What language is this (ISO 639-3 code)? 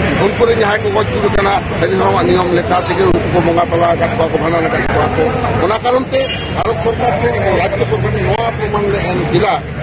sat